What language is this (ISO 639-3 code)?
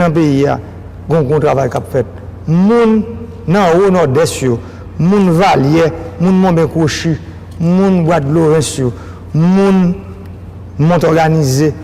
hat